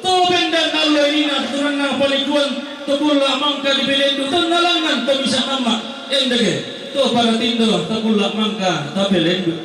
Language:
Toraja-Sa'dan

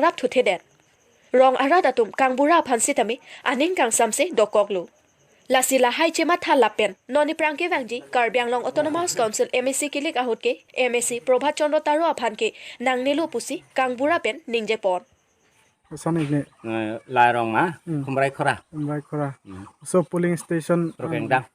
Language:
Karbi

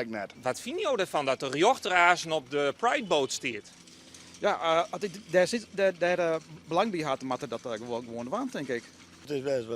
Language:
Western Frisian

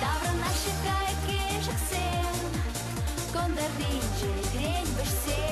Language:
Chuvash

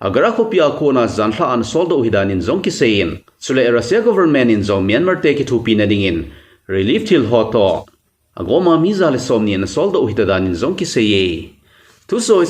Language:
Thado Chin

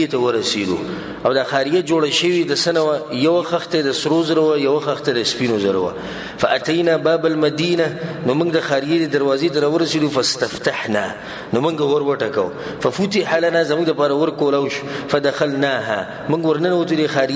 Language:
Pashto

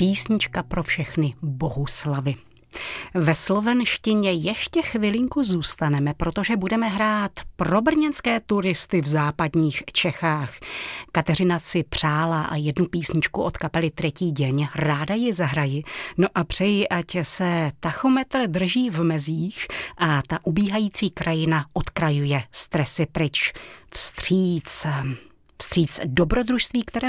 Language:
Czech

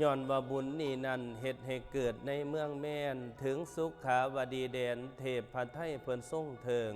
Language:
Northeastern Thai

